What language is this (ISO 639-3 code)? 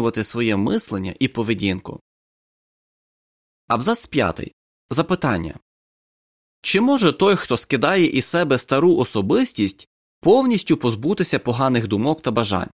ukr